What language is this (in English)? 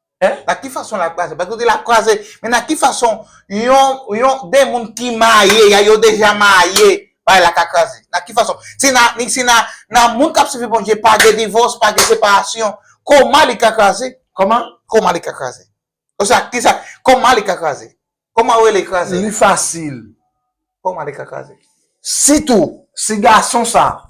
Haitian Creole